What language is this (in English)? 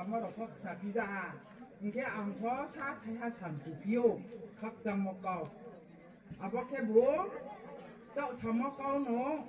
Riang (India)